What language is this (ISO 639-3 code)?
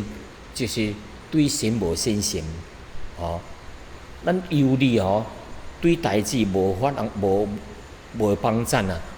nan